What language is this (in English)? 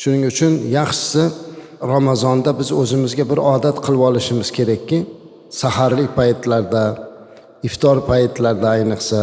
Uzbek